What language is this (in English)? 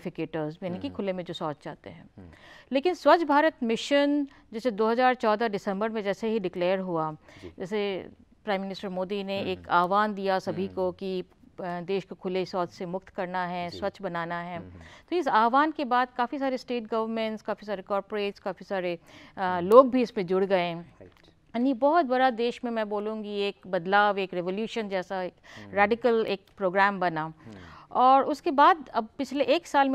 Hindi